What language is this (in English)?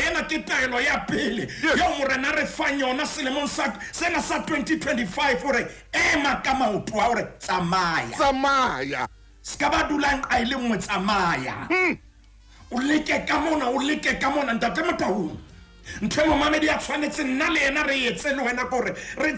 Southern Sotho